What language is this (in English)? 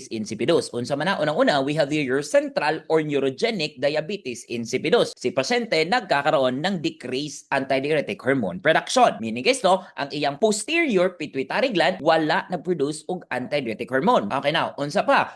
Cebuano